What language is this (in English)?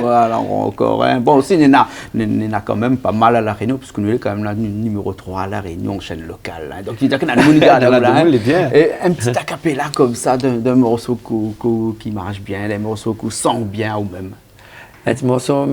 Réunion Creole French